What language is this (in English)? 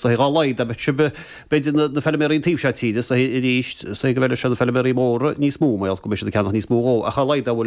Irish